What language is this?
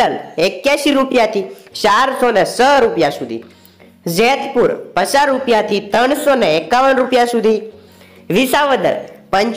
Gujarati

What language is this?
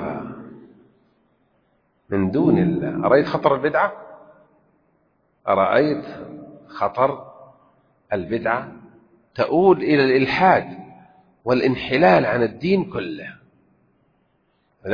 Arabic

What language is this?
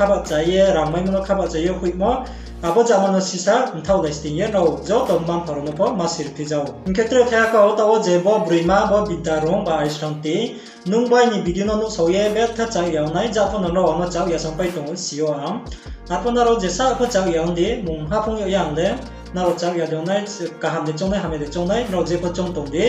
Riang (India)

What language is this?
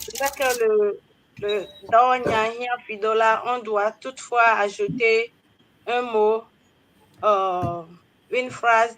Ewe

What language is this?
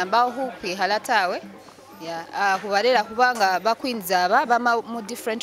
Masaaba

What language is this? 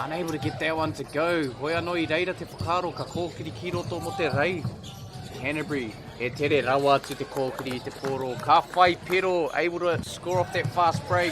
Māori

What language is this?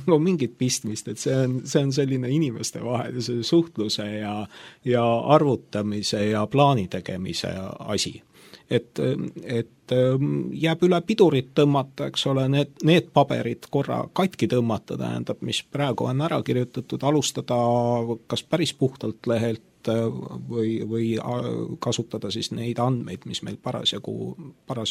Estonian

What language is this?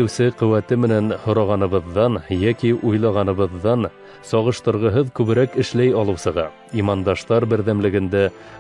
Bashkir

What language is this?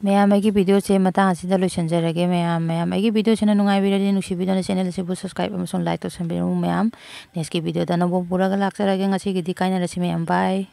Manipuri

